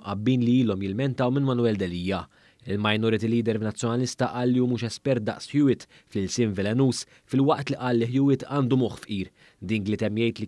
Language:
Maltese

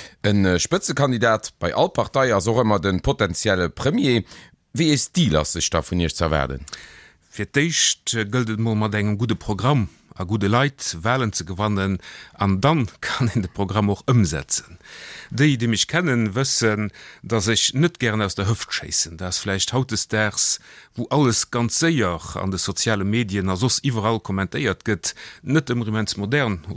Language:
Luxembourgish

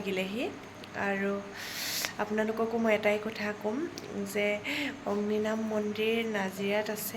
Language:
Assamese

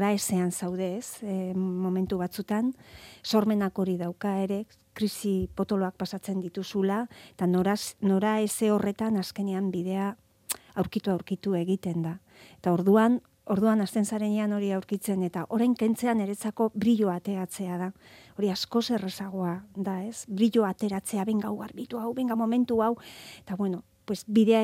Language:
Basque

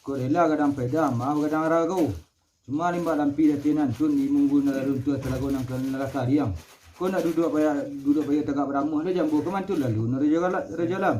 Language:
Minangkabau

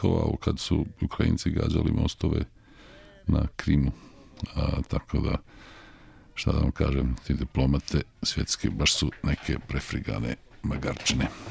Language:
Serbian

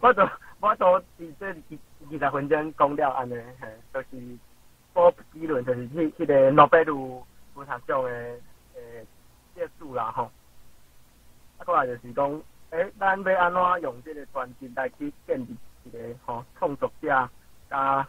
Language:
Min Nan Chinese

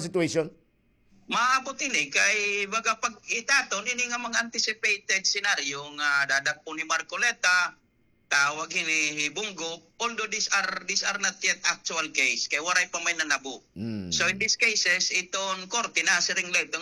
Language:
Waray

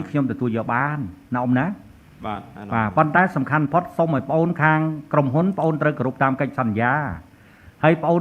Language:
Khmer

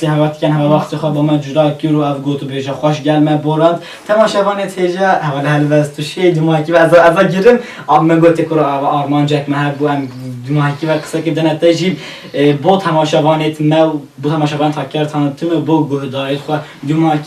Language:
Kurdish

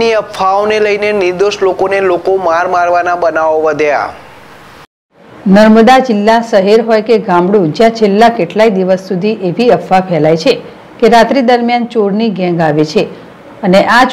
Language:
Gujarati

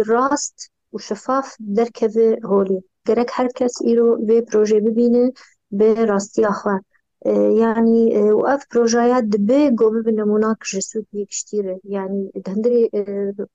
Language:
Kurdish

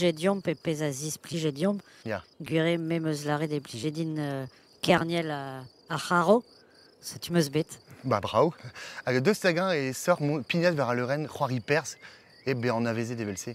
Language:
Breton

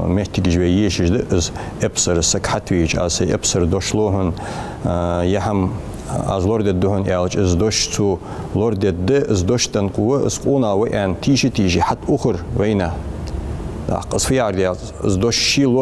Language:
Ingush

